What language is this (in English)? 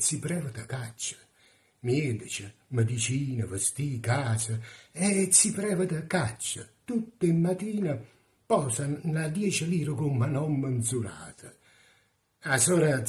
Neapolitan